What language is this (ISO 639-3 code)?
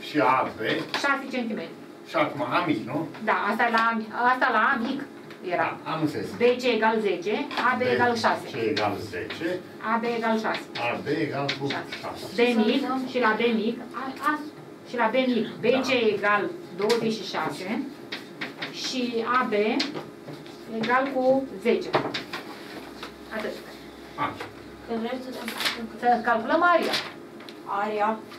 ron